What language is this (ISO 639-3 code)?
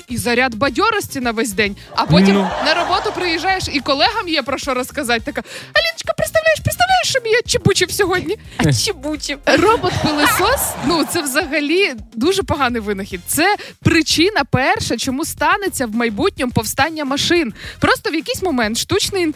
ukr